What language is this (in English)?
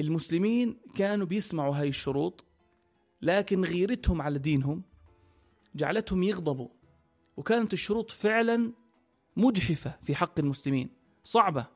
North Levantine Arabic